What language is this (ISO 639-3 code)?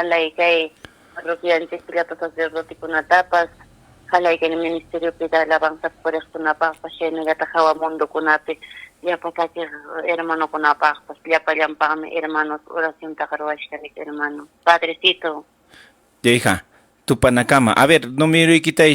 quy